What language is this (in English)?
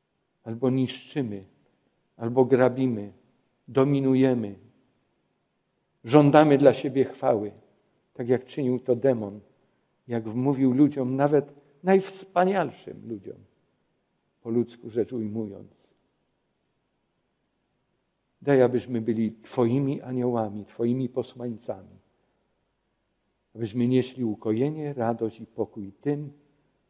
Polish